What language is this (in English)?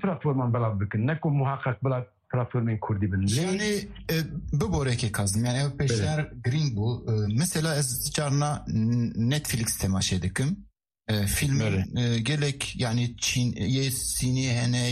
Kurdish